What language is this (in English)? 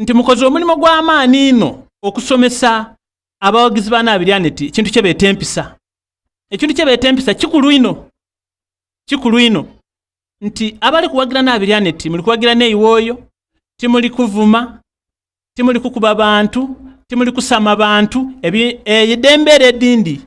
Soga